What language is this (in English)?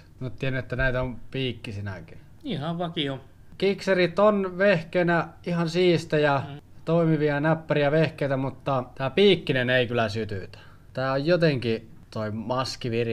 Finnish